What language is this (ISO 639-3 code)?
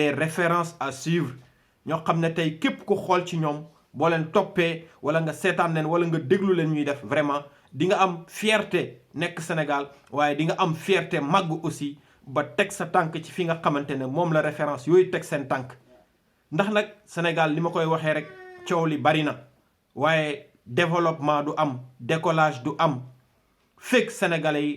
wol